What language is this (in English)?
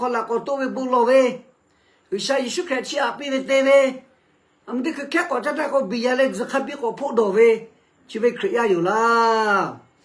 Lahu